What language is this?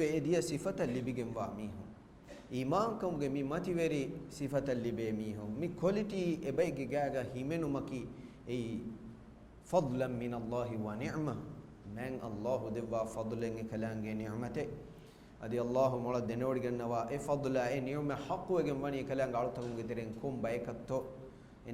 Divehi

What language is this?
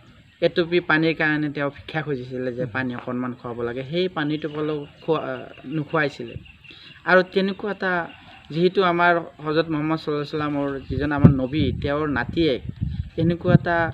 Assamese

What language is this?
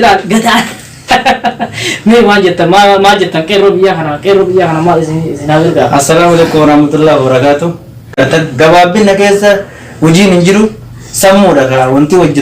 Oromo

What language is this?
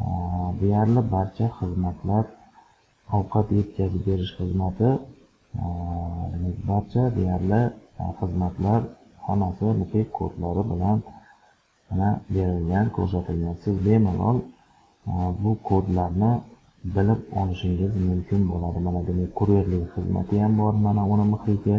Uzbek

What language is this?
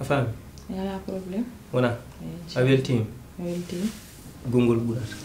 Fula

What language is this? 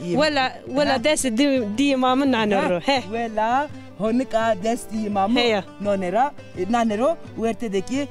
Zaza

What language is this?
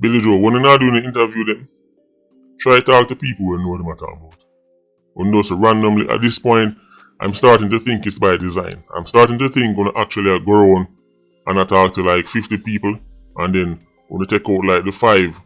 Jamaican Creole English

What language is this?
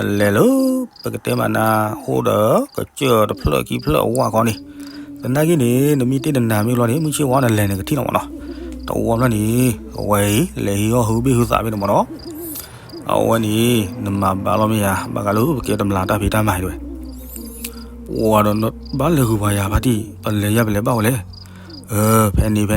S'gaw Karen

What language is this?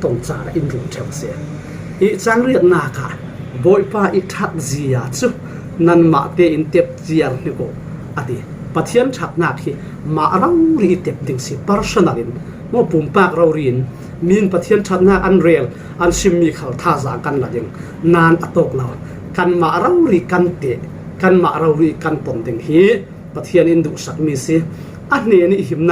Falam Chin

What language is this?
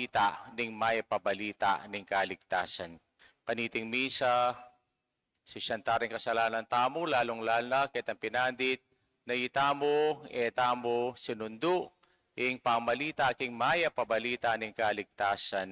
Pampanga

